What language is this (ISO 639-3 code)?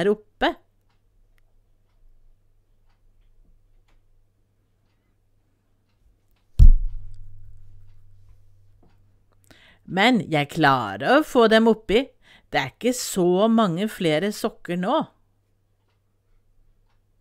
nor